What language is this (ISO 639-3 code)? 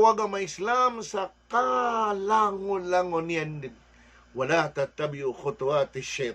mrw